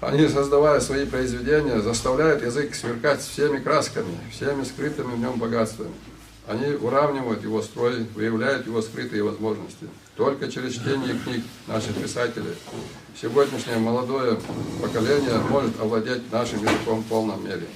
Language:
Ingush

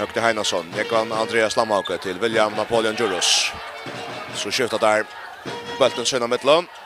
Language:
Faroese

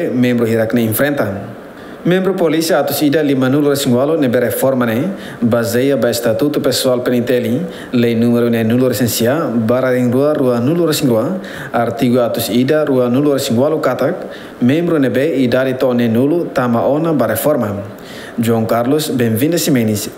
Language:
Tetum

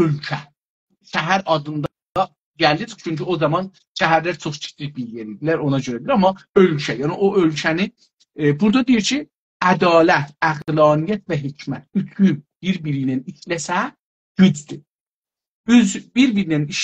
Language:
South Azerbaijani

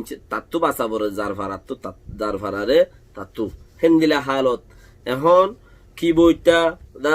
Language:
Rohingya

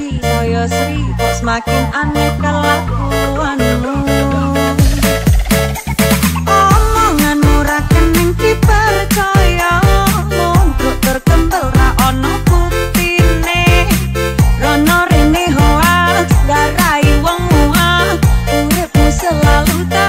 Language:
Javanese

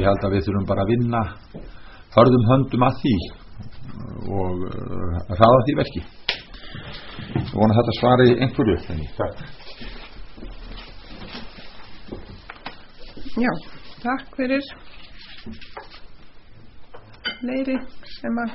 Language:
Icelandic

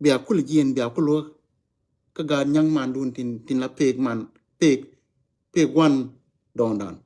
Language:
Nuer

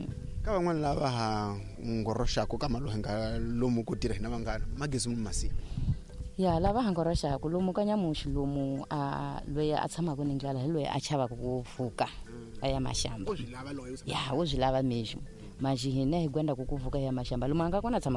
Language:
Tsonga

